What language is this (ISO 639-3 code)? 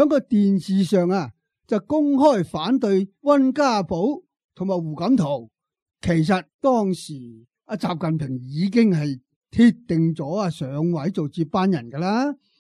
yue